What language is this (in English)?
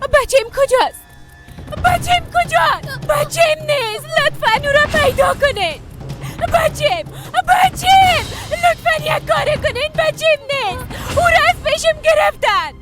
Persian